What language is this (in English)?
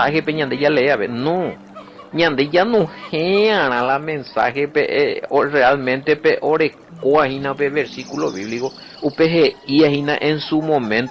Guarani